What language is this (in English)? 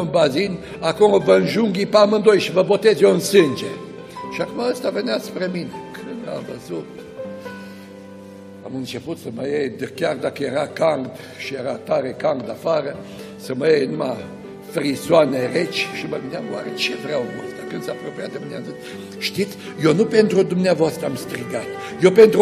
Romanian